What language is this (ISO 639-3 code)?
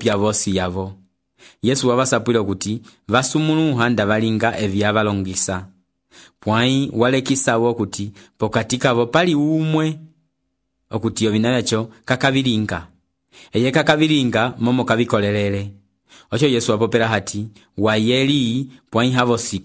umb